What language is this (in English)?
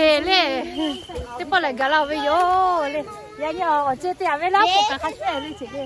Lahu